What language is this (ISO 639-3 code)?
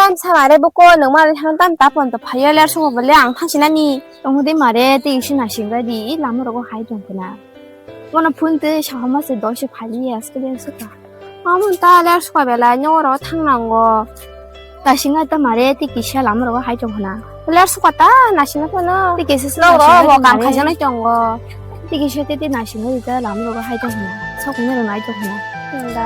trp